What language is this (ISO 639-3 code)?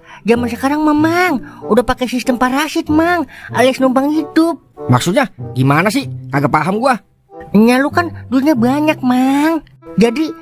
bew